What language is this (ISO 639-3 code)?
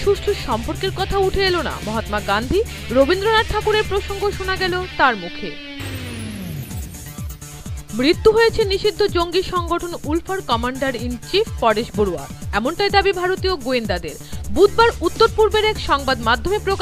ben